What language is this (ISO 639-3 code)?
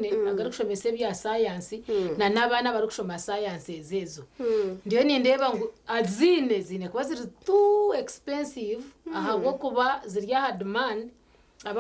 nyn